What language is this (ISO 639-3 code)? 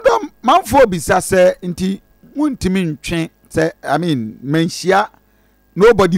aka